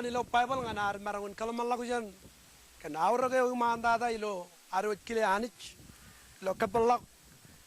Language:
Marshallese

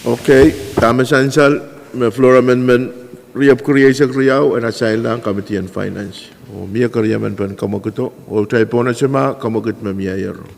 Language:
Pohnpeian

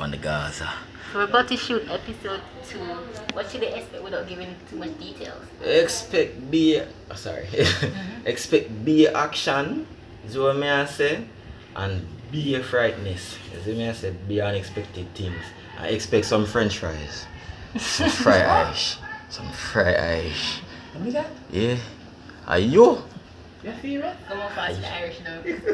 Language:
Jamaican Creole English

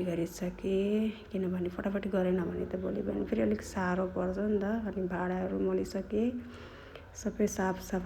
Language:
Nepali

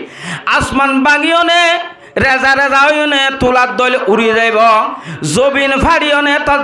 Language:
Rohingya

